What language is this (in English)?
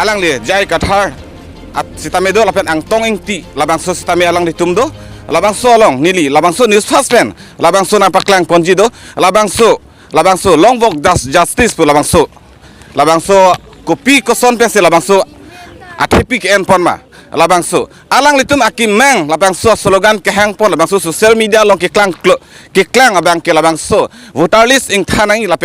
Karbi